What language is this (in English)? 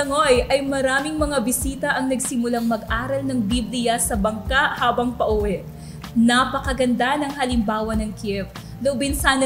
Filipino